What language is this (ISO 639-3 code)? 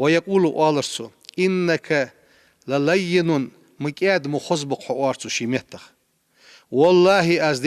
inh